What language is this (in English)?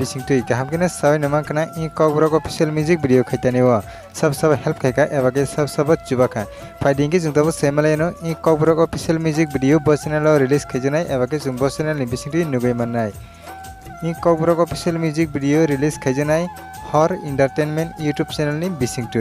Kok Borok